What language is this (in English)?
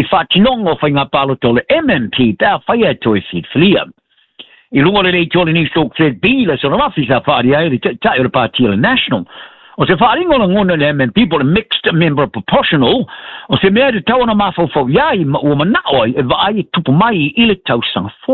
Samoan